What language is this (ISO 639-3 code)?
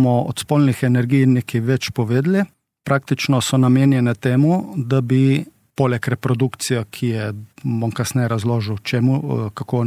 slv